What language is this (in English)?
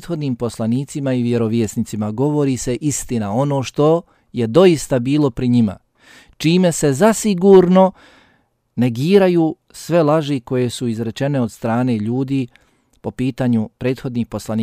Bosnian